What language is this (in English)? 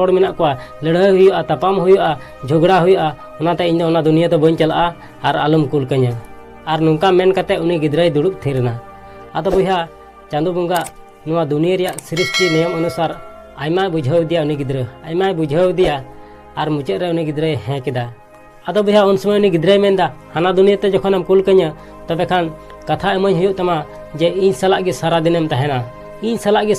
Santali